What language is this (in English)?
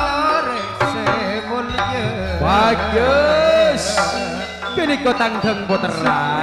Madurese